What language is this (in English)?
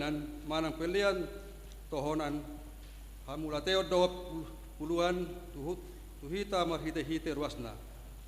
Batak Toba